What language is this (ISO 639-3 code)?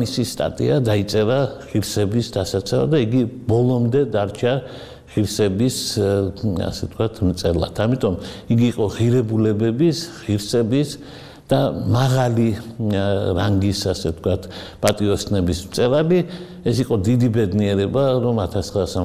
kat